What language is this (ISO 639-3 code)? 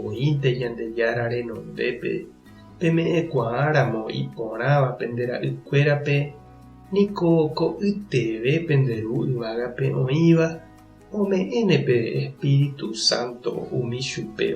grn